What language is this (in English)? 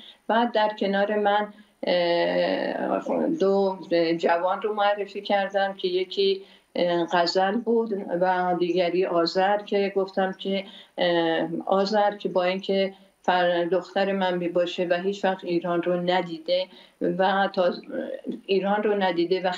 Persian